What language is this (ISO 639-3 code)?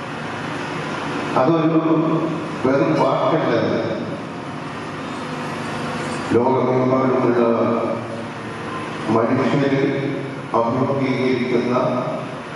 mal